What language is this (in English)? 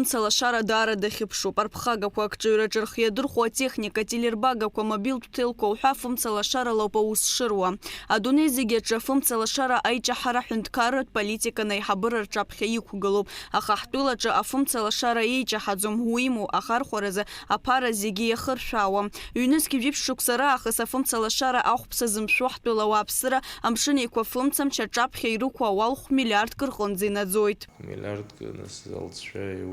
Abkhazian